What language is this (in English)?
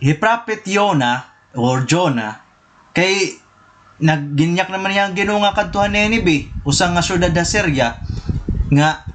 Waray